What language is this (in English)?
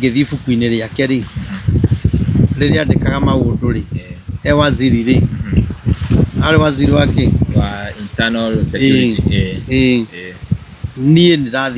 Kikuyu